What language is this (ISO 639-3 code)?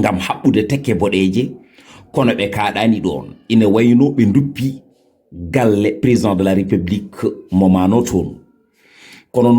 ful